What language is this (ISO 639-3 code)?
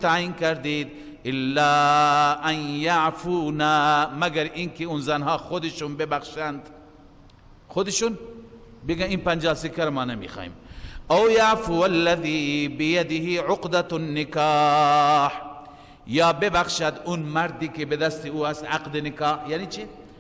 fas